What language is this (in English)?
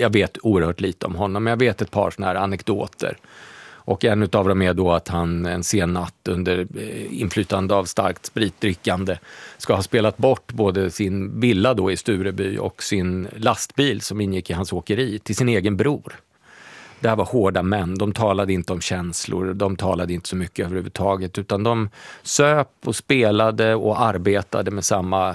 Swedish